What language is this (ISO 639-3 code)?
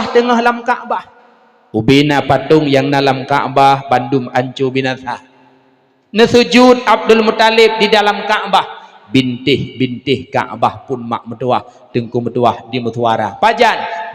ace